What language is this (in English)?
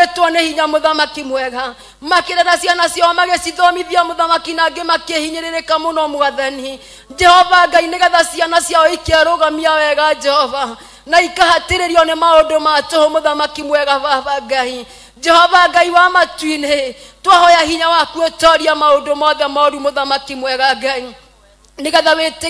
Kikuyu